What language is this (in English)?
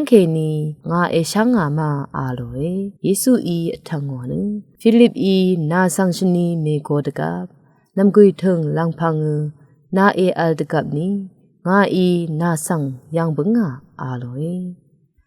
Rawang